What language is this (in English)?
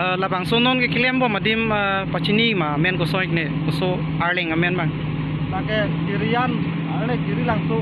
Karbi